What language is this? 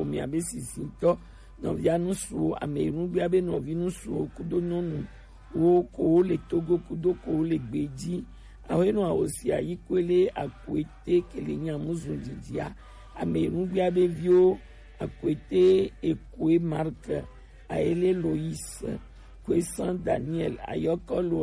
Gen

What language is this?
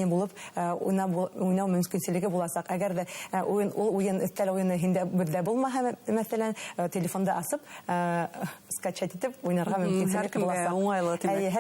Bashkir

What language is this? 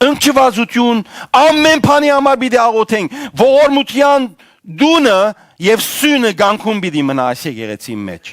Western Armenian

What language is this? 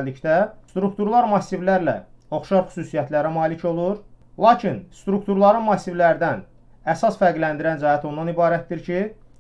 Azerbaijani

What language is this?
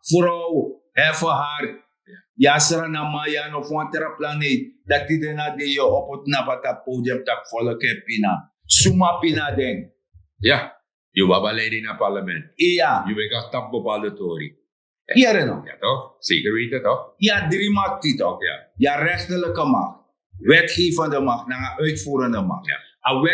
Sranan Tongo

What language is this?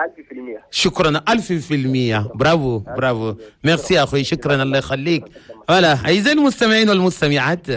Chadian Arabic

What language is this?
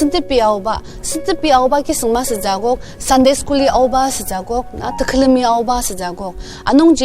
Ao Naga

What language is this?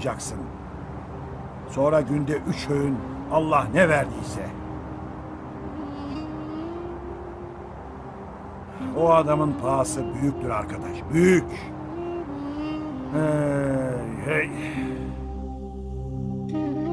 Turkish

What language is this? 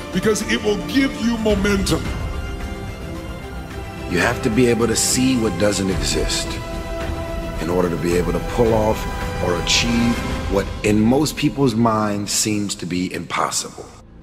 English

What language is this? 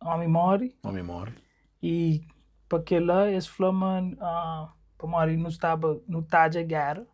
Kabuverdianu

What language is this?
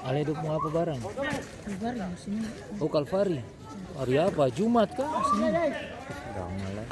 Ambonese Malay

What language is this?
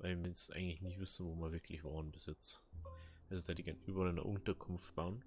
Bavarian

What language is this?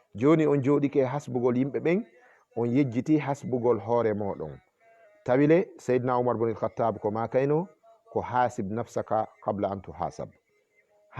Fula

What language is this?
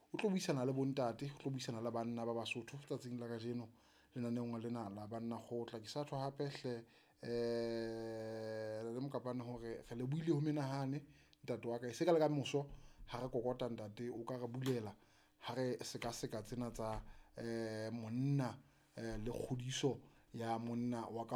Southern Sotho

